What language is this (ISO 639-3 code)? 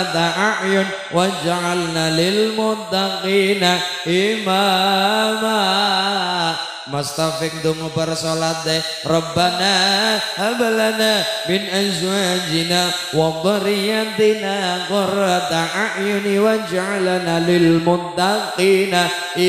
jav